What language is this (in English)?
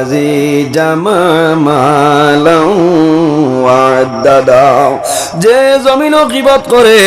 Sylheti